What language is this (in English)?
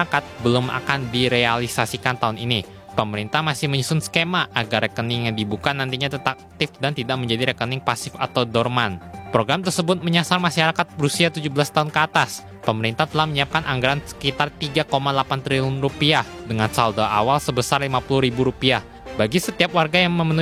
Indonesian